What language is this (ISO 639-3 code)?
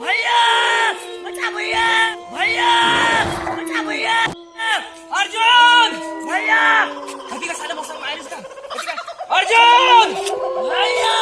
hne